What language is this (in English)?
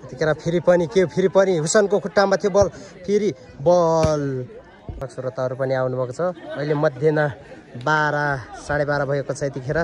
Nepali